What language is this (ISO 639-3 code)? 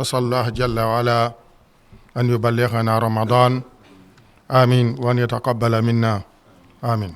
ful